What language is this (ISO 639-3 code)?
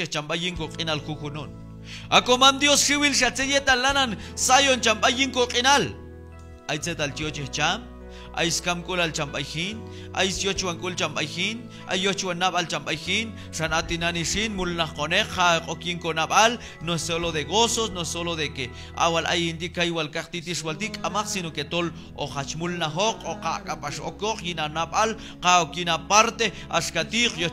kjb